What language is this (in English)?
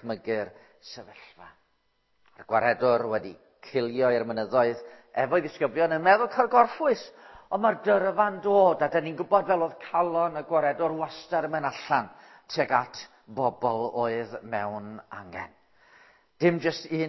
Welsh